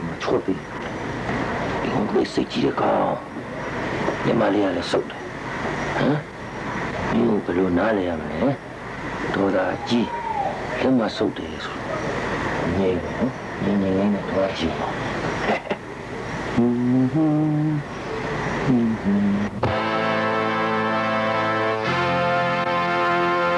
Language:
Burmese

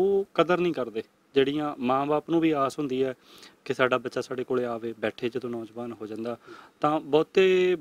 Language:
Punjabi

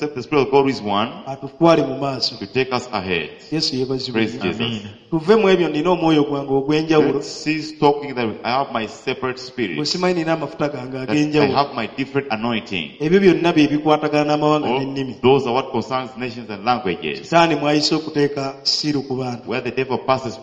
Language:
Ganda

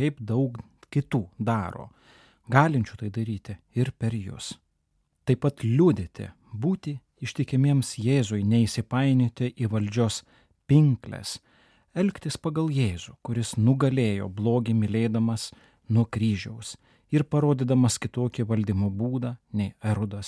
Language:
Lithuanian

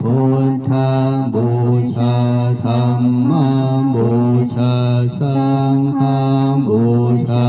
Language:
Pali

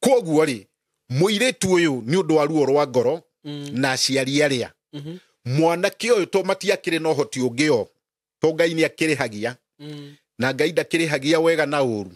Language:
Kikuyu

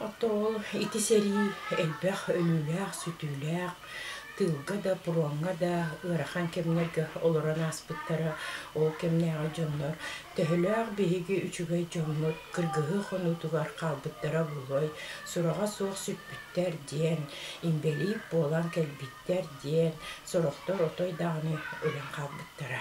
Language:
Yakut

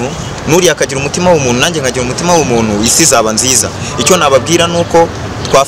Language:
Kinyarwanda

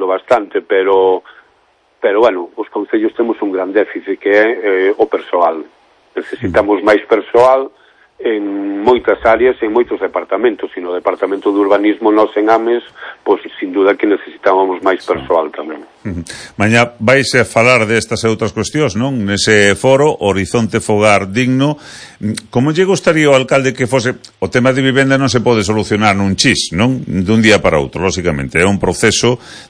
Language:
Galician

